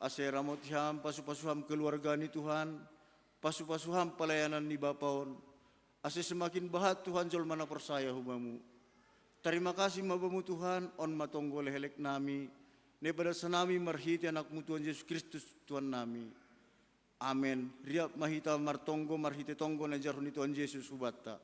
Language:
Batak Simalungun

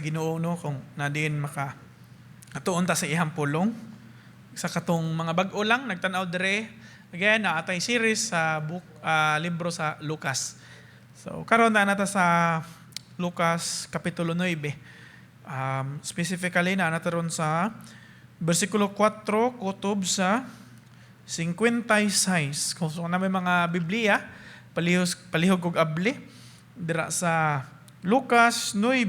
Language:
Cebuano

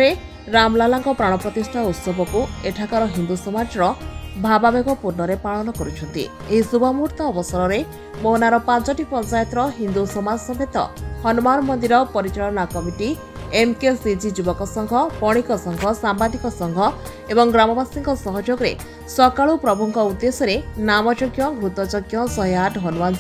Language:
Odia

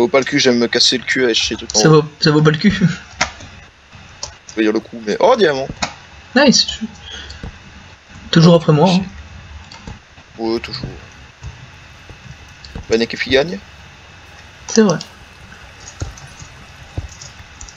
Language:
French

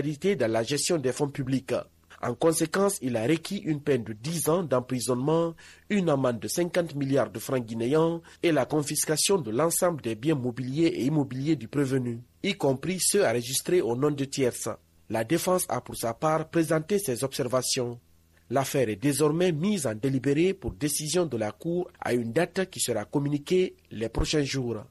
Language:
French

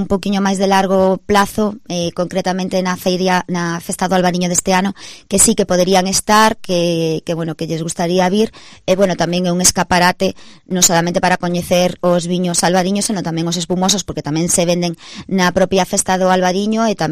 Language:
Galician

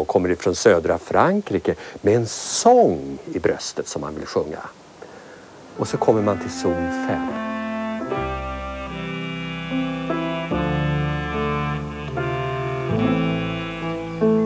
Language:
Swedish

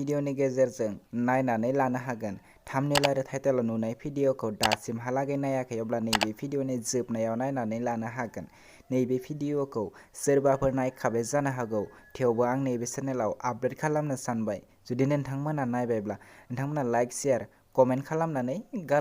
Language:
Bodo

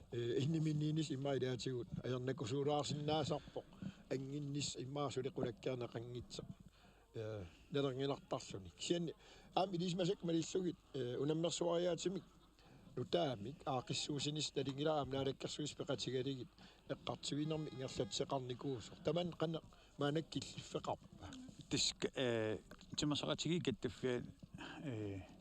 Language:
Kalaallisut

